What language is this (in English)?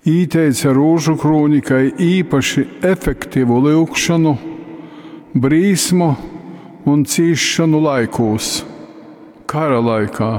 Latgalian